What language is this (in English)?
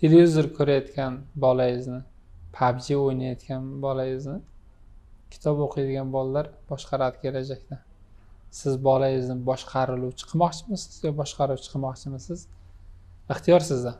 Uzbek